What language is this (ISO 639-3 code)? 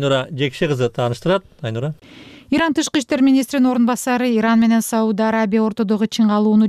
kir